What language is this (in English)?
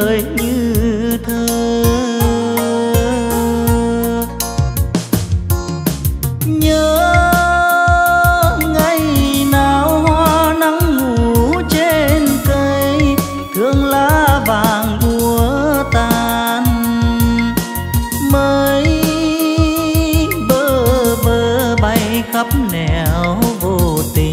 Vietnamese